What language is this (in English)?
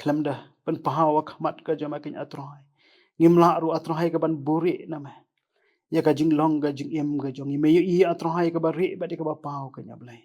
Khasi